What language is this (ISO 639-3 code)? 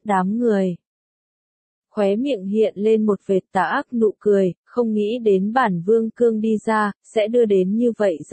vie